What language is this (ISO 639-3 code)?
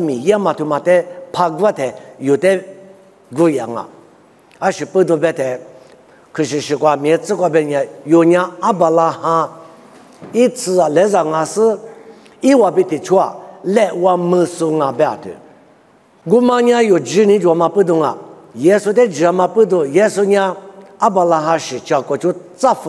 lis